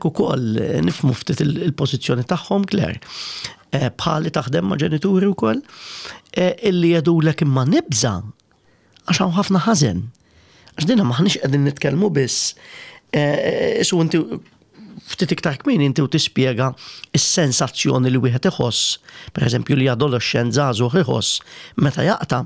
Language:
Maltese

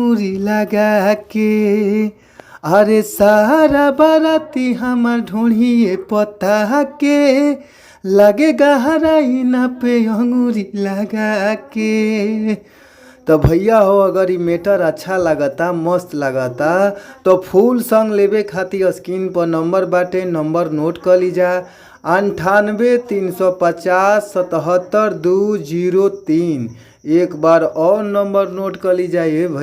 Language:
Bhojpuri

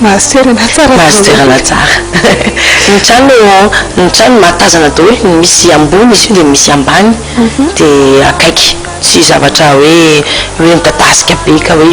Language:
Malagasy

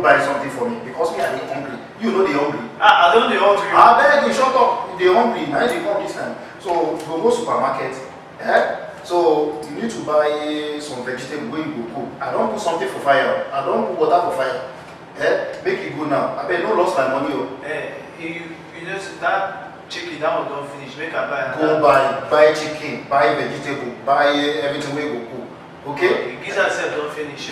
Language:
Nigerian Pidgin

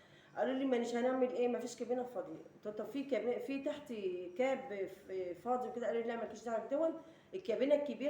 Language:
Egyptian Arabic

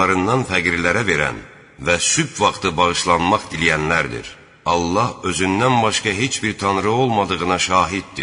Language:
Azerbaijani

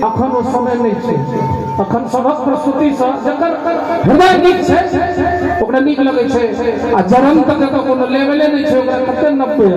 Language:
Maithili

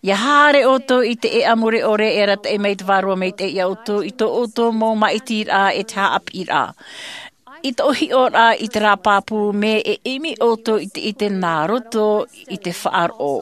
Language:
Tahitian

